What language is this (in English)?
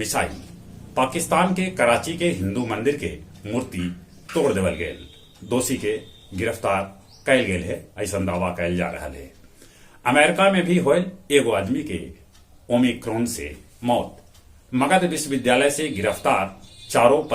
Magahi